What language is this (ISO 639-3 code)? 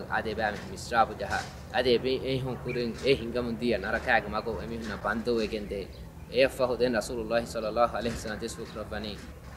div